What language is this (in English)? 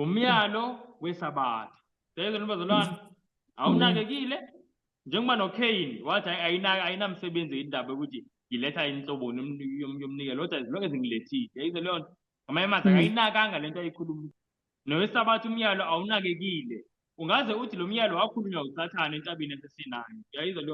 Zulu